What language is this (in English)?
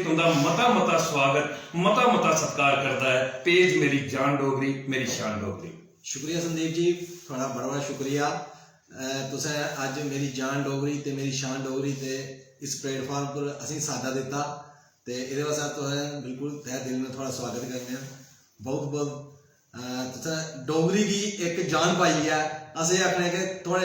Dogri